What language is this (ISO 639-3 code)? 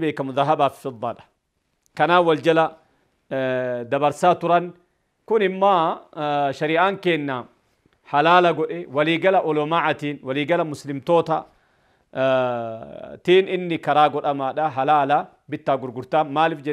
orm